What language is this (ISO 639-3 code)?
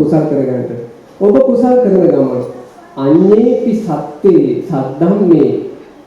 sin